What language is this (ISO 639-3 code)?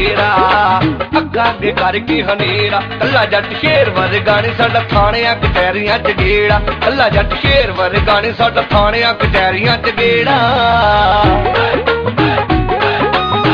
pan